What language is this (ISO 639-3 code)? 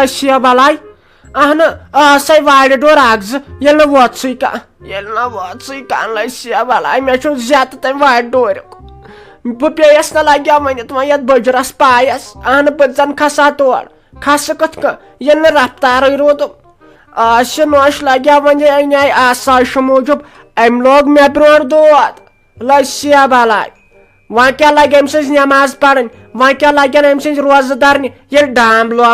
kas